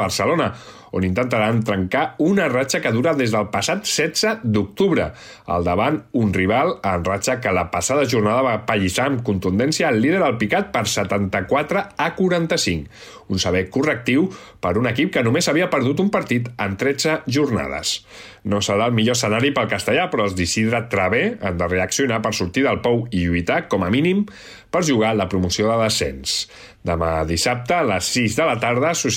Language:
Catalan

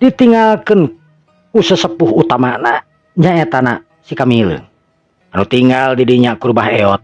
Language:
Sundanese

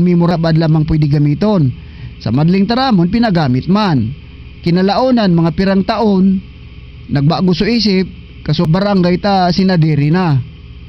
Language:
Bikol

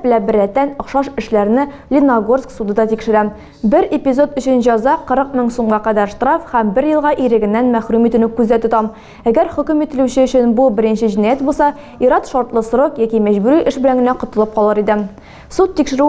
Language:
Tatar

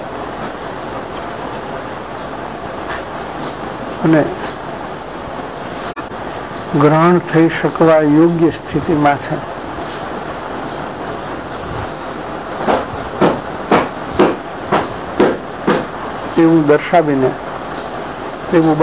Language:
Gujarati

